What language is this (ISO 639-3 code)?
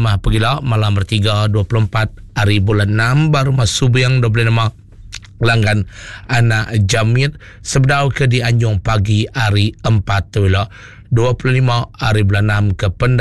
iba